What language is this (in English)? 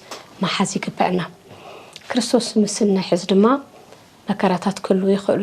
Tigrinya